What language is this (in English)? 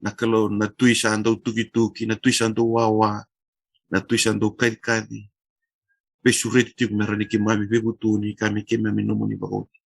Fijian